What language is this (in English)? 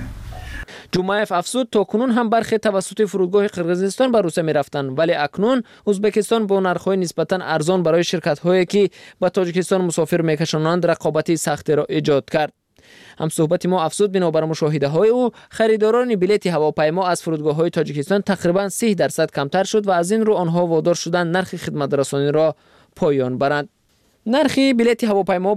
Tajik